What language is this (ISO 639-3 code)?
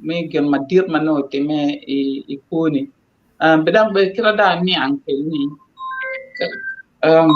ach